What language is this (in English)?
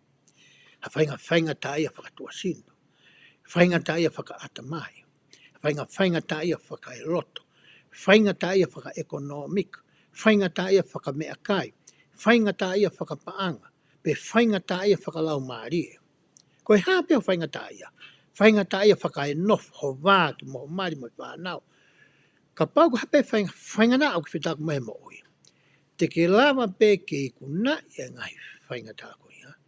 Tongan